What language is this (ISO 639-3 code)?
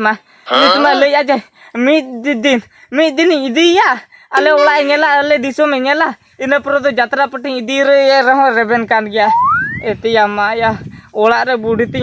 sat